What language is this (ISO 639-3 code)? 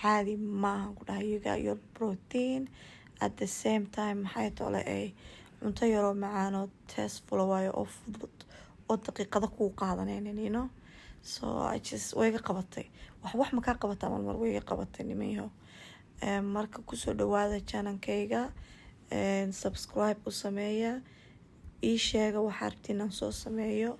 som